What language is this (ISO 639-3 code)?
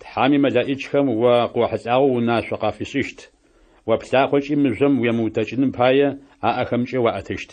ady